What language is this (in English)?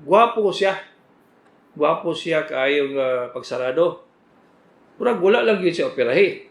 Cebuano